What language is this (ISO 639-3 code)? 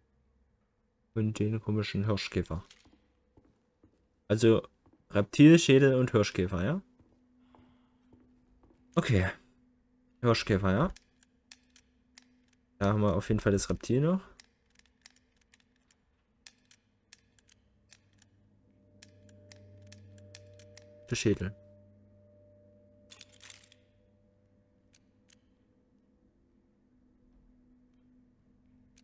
deu